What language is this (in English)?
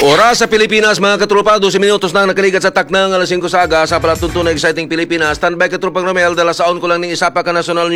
Hiligaynon